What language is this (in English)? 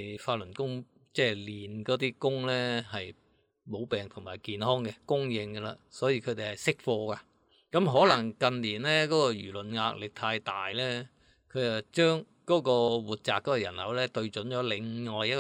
Cantonese